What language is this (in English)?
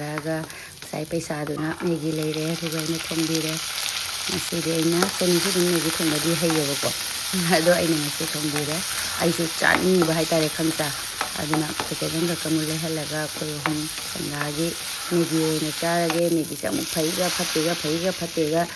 Manipuri